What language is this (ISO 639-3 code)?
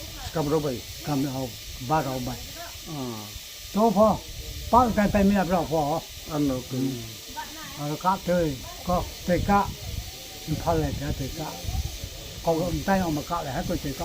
ria